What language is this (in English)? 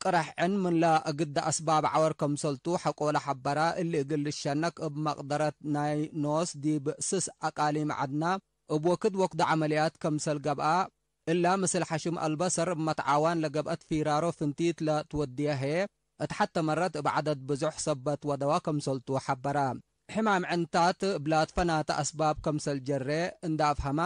Tigre